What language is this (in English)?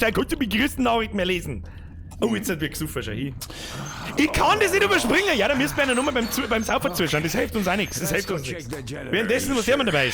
Bavarian